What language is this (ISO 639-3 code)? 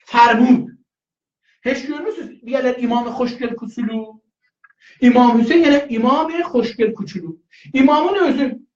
azb